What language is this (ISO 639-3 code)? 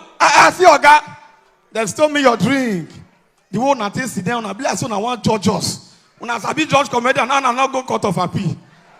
pcm